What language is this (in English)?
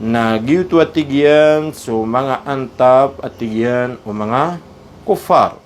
Maranao